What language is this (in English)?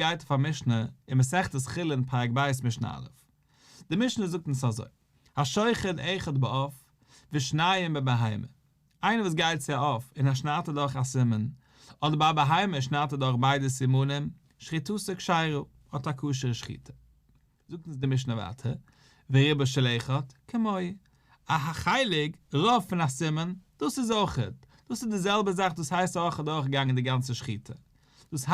Yiddish